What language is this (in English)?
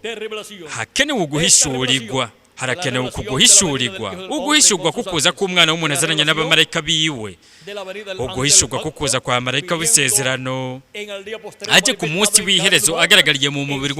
Rundi